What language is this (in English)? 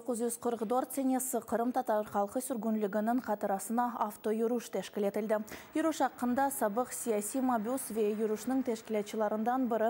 Crimean Tatar